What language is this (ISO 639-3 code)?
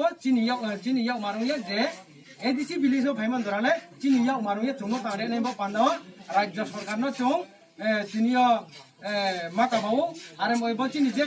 trp